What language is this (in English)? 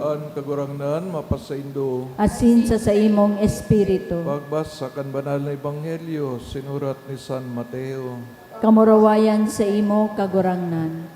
Bikol